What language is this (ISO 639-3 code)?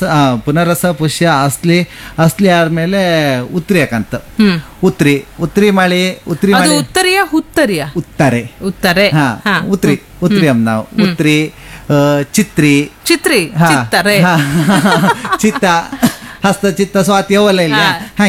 kan